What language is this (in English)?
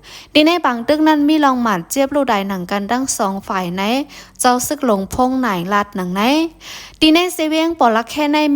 Shan